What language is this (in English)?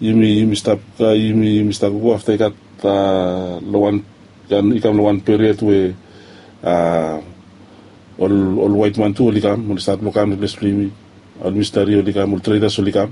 Bislama